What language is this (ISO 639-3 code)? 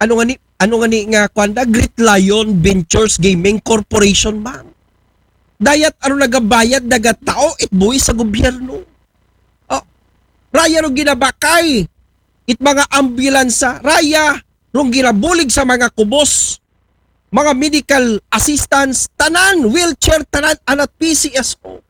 akl